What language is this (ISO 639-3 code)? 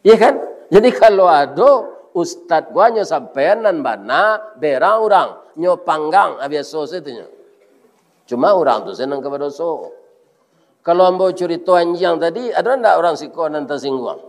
min